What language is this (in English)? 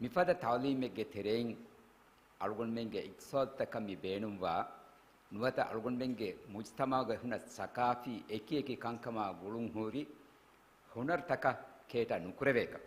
Divehi